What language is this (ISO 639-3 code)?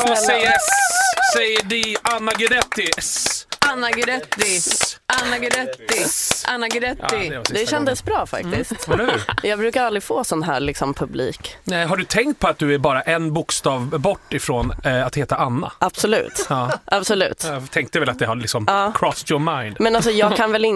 swe